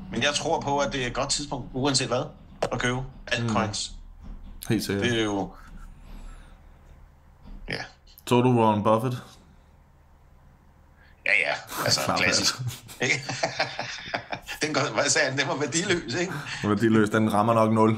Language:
Danish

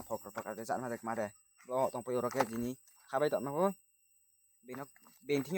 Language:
Riang (India)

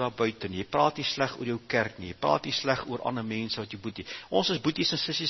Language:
Afrikaans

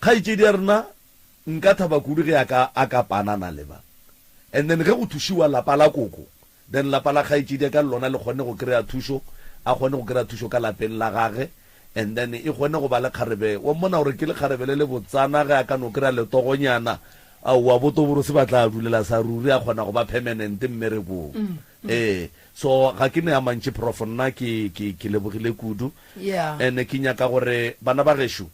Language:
Northern Sotho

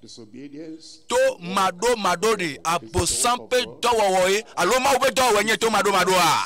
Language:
Ewe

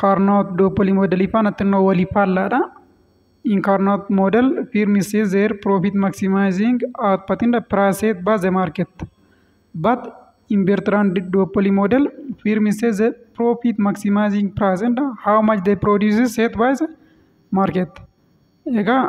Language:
Oromo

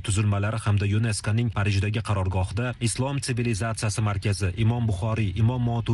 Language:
Uzbek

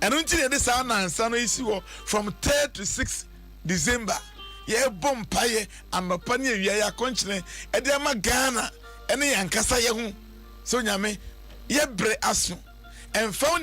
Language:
Akan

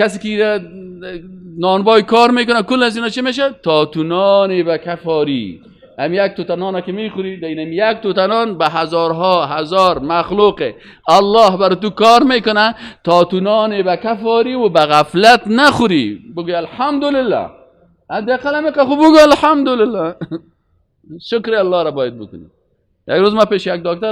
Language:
Persian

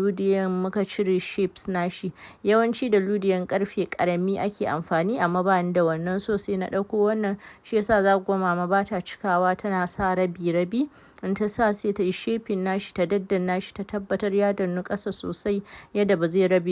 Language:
Hausa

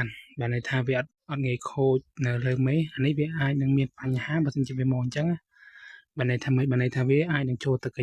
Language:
Khmer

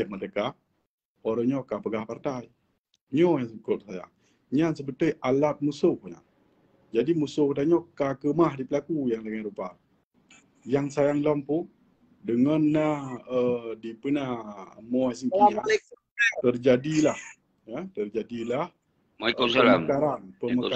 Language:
Achinese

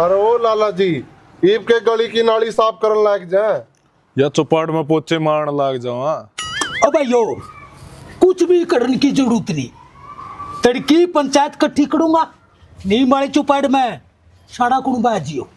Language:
Haryanvi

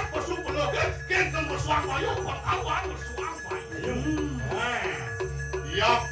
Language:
Balinese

